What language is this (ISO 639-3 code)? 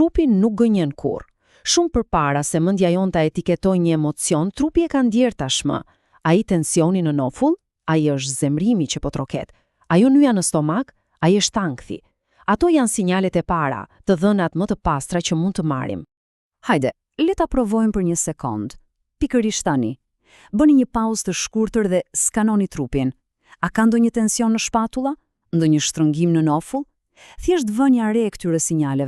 sqi